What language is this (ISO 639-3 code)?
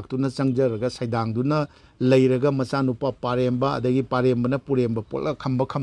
mni